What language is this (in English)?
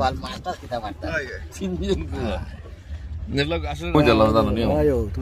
Sylheti